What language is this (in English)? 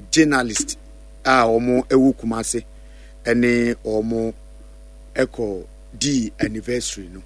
Akan